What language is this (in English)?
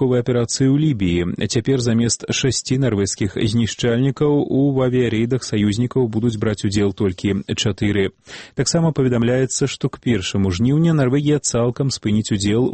Belarusian